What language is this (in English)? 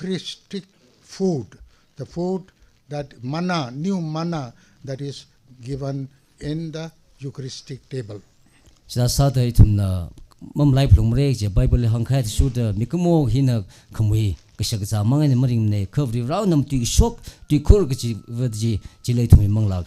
Tangkhul Naga (India)